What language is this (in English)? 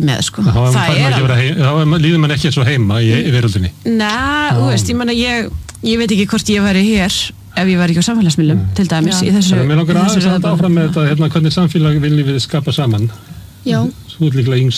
Icelandic